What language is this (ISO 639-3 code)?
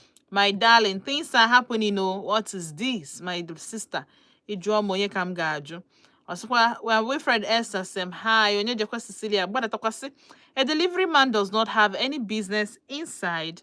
ibo